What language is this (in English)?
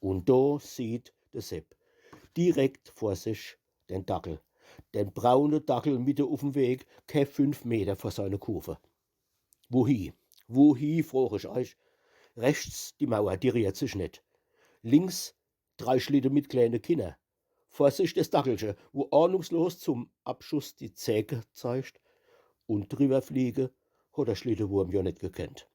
Palatine German